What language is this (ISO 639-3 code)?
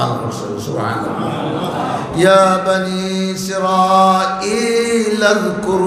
syl